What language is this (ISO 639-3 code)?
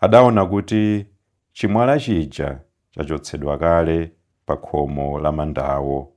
nya